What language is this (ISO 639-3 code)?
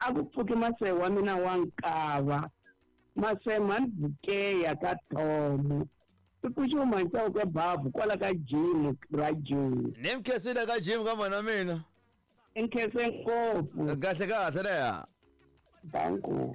tso